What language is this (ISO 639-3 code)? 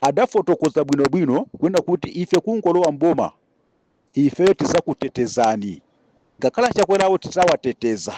nya